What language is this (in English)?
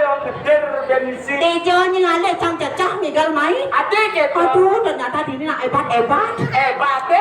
Balinese